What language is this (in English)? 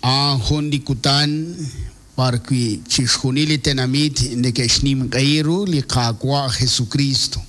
Kekchí